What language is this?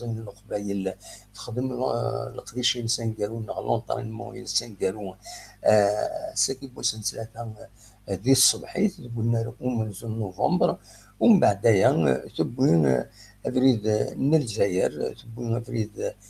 Kabyle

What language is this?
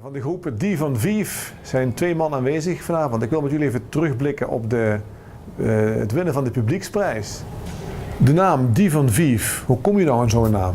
Limburgish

